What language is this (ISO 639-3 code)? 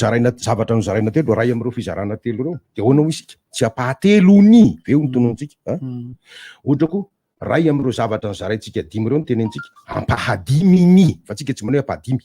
mlg